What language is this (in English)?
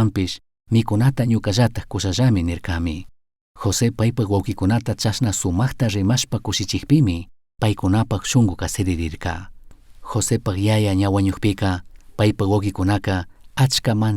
Chimborazo Highland Quichua